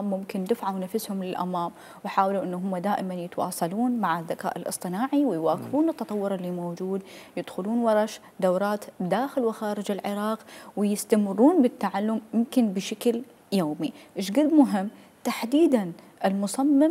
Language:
Mesopotamian Arabic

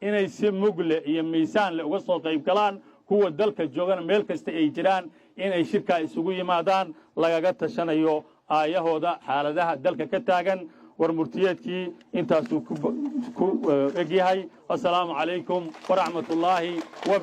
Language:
Somali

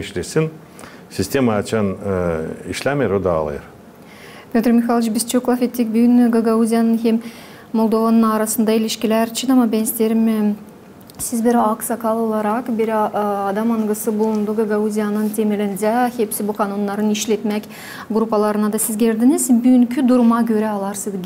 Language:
Gagauz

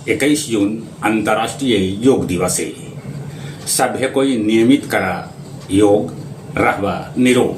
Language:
Magahi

